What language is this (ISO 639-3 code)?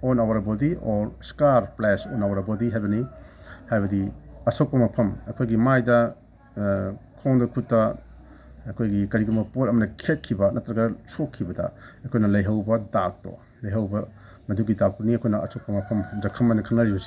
mni